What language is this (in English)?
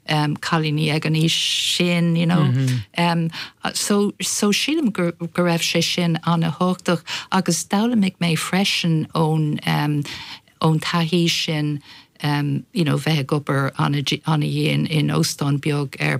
Irish